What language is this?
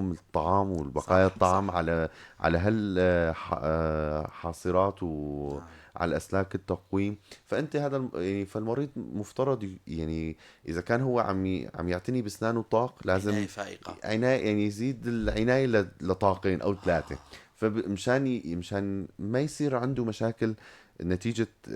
North Levantine Arabic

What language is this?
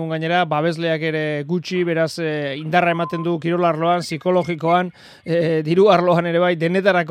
Basque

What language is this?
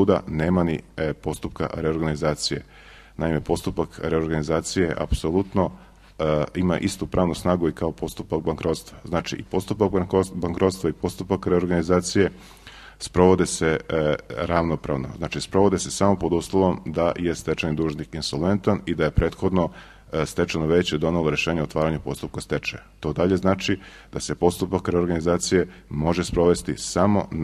Serbian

